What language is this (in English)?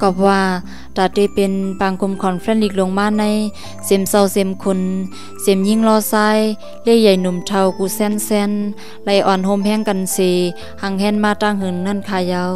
Shan